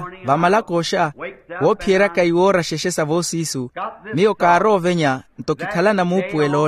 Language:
Makhuwa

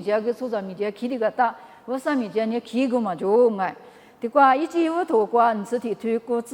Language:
Lisu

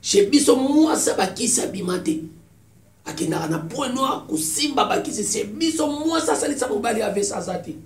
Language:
Lingala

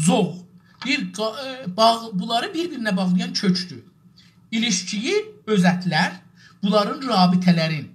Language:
South Azerbaijani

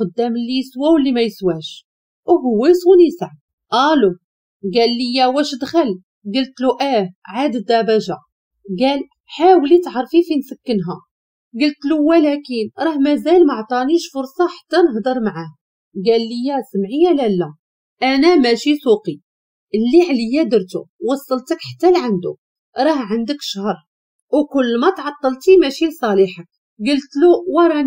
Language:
Moroccan Arabic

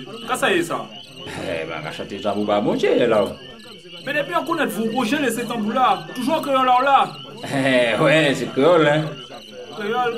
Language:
Guadeloupean Creole French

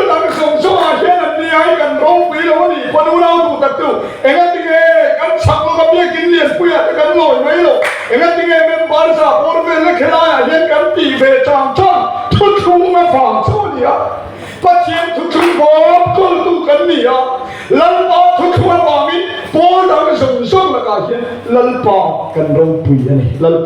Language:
Mizo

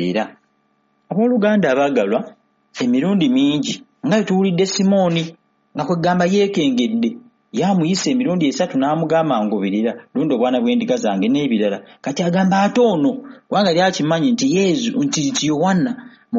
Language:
Ganda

